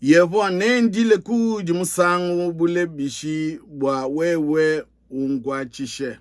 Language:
Luba-Lulua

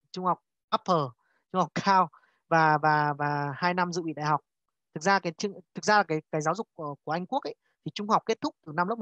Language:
Vietnamese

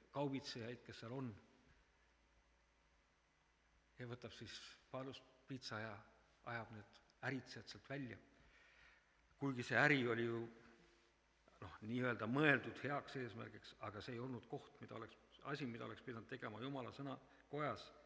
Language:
Estonian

